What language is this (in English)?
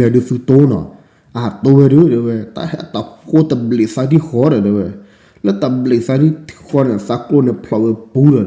S'gaw Karen